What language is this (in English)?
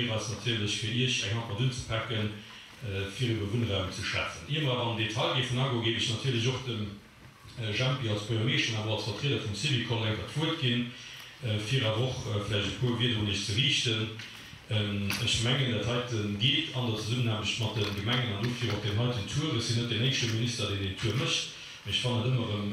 Luxembourgish